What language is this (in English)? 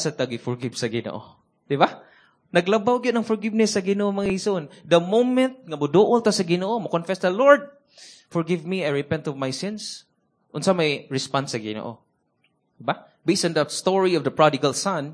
Cebuano